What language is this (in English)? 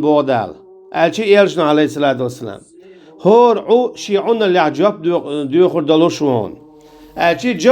Chechen